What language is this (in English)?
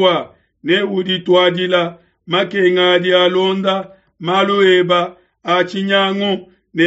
Luba-Lulua